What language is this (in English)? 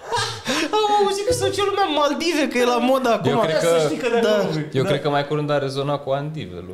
Romanian